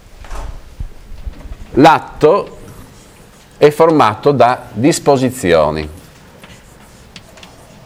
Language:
Italian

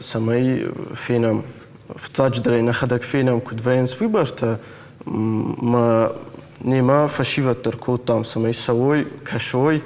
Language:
Ossetic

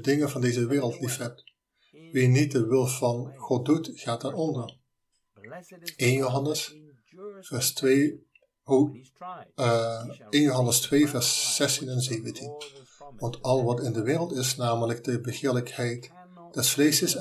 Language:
Dutch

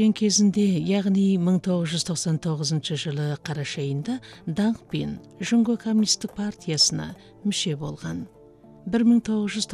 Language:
Kazakh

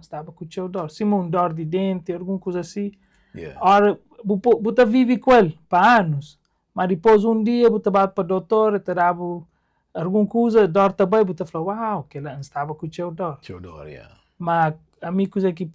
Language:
Kabuverdianu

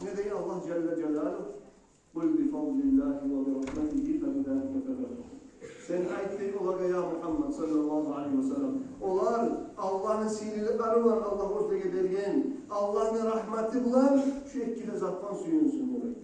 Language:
Kumyk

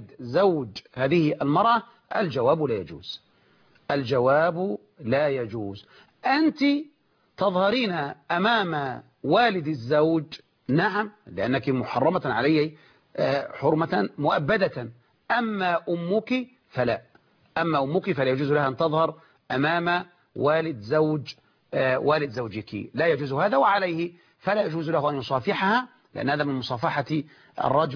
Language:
Arabic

